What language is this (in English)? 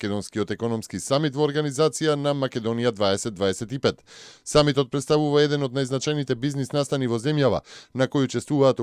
Macedonian